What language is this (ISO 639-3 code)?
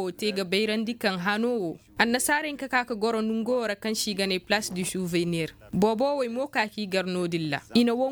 dje